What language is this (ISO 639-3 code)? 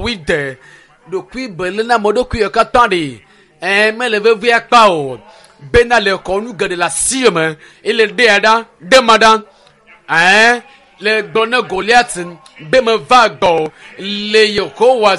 ewe